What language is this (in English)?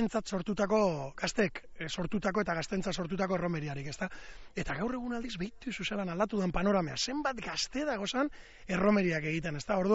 Basque